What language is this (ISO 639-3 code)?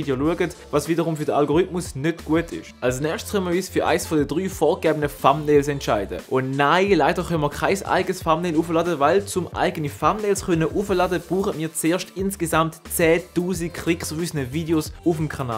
gsw